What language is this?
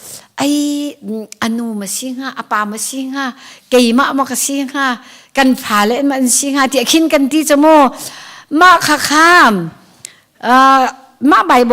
Hakha Chin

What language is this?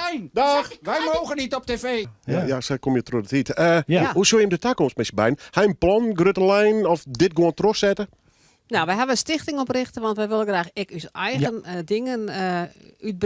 Western Frisian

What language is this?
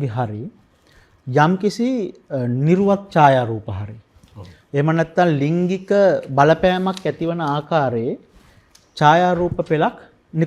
Sinhala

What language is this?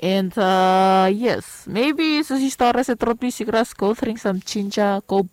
Bislama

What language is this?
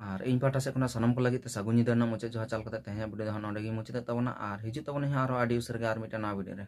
Santali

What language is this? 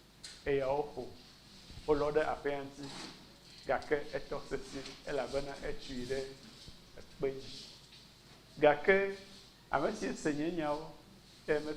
Ewe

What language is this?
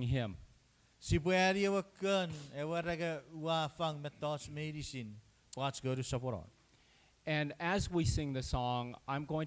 Chuukese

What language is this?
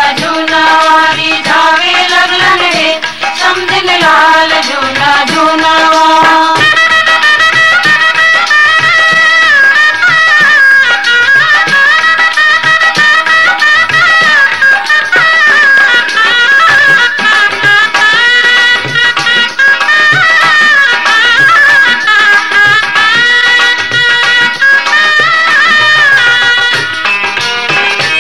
Bhojpuri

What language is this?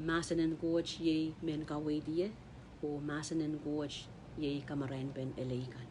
Pohnpeian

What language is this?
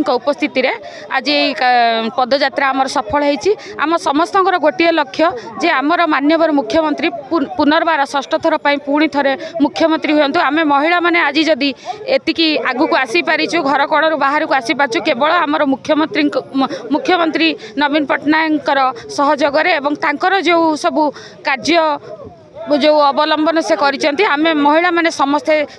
Odia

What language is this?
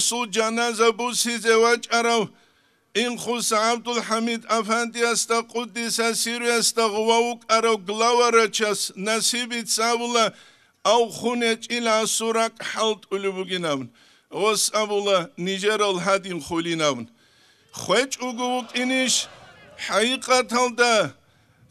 Avaric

